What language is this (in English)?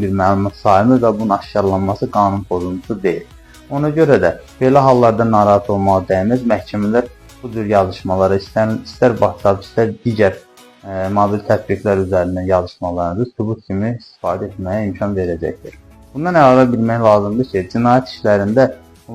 Azerbaijani